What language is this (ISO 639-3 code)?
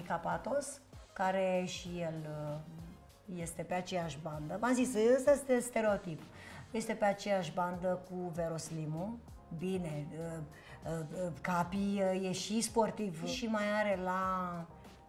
ron